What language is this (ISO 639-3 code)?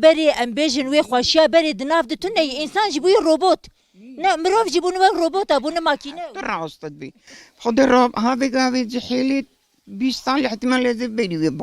kur